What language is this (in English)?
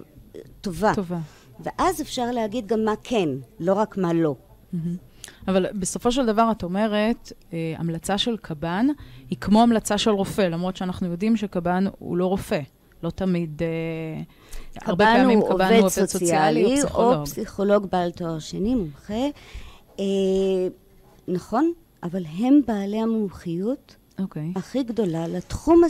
Hebrew